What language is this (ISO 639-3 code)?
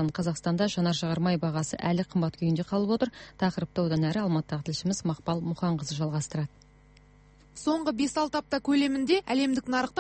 kaz